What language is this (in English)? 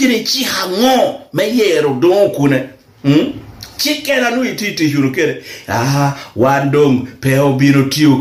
Lango (Uganda)